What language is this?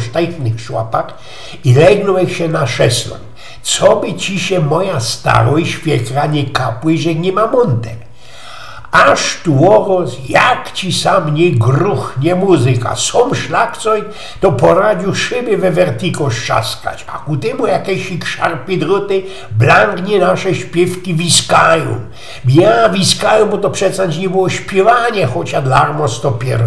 Silesian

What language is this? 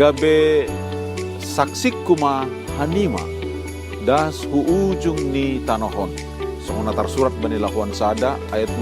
Batak Simalungun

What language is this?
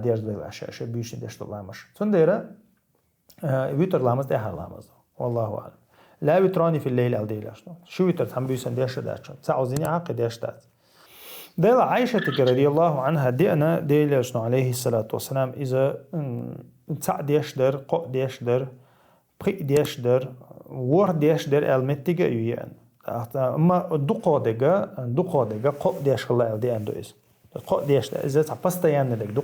Chechen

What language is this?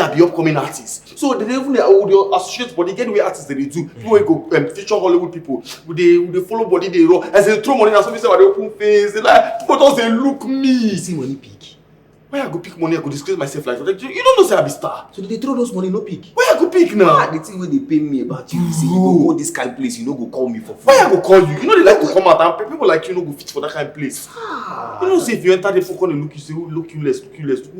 Nigerian Pidgin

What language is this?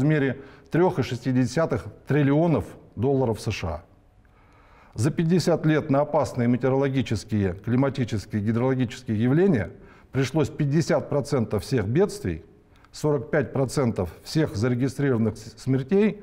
Russian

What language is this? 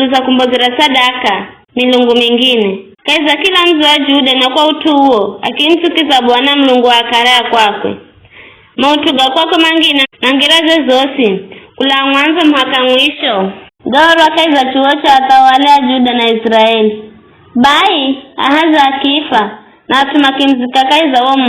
Giryama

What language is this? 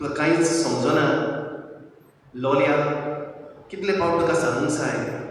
Konkani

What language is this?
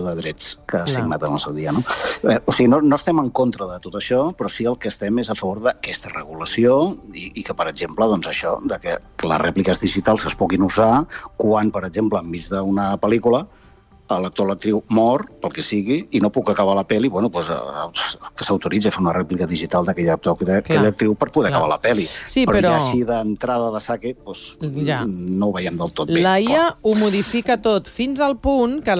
Catalan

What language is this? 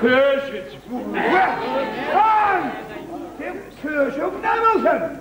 Turkmen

